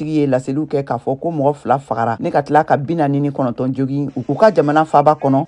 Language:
Bambara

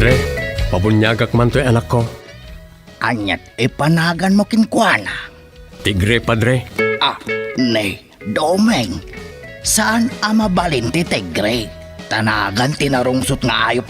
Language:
Iloko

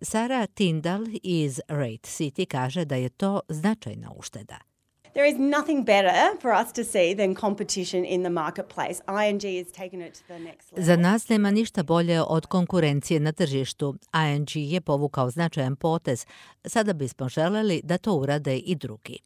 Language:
Croatian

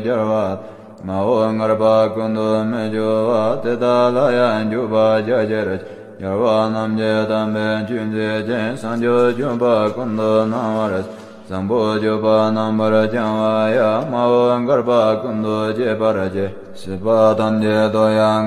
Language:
Tibetan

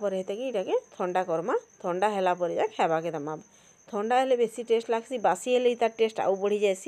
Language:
Sambalpuri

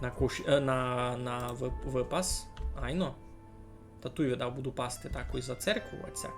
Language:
Rusyn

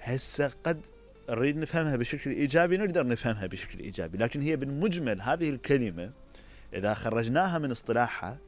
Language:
Mesopotamian Arabic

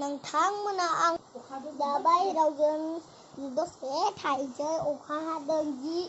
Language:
Bodo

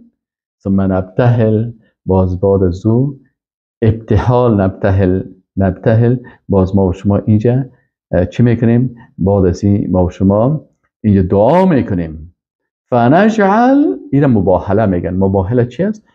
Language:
Persian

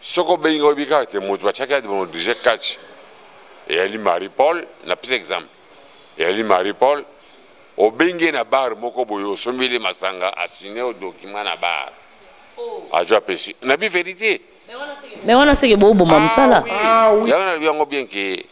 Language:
Lingala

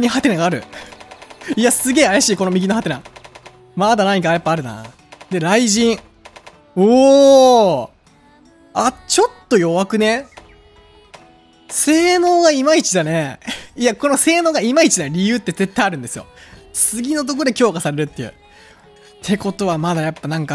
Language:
Japanese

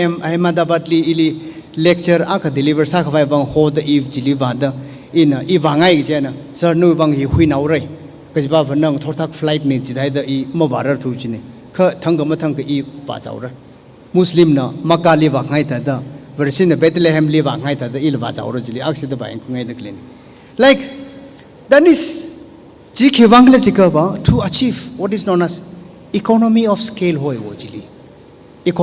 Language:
Tangkhul Naga (India)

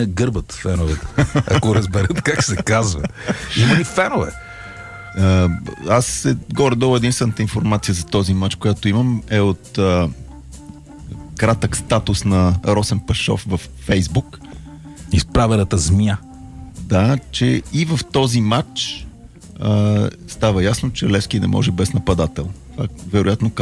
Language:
Bulgarian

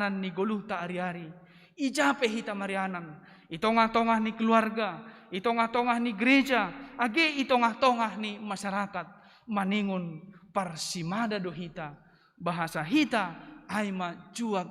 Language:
Batak Simalungun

